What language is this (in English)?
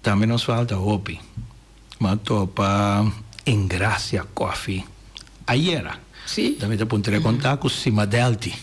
Papiamento